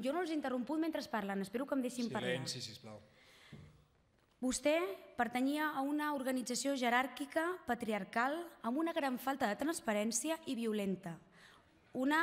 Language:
Catalan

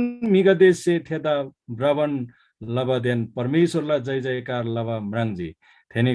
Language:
Eastern Tamang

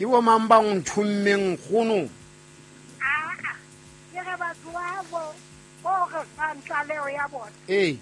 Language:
Southern Sotho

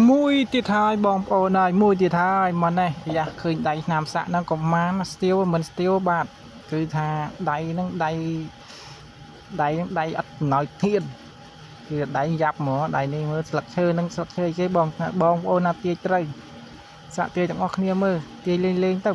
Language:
Khmer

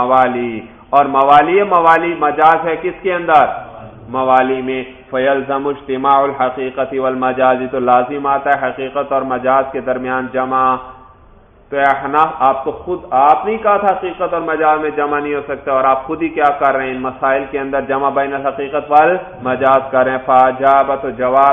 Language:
Urdu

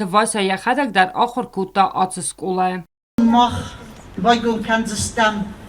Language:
Ossetic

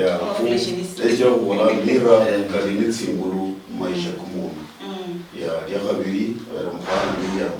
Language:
Luyia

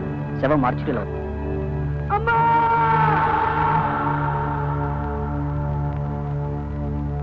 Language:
Telugu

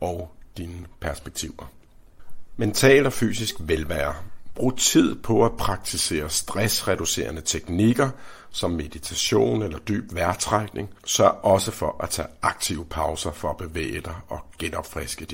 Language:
Danish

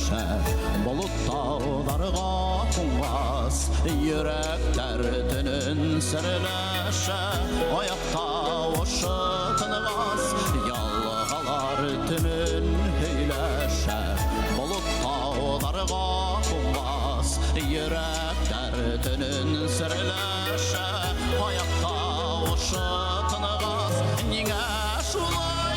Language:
Bashkir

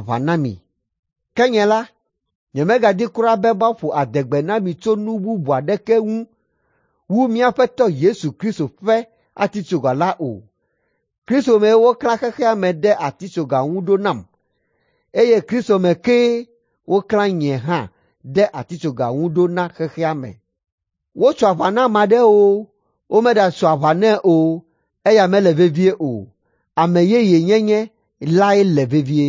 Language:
Ewe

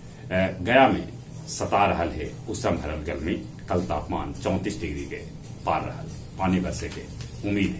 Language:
Magahi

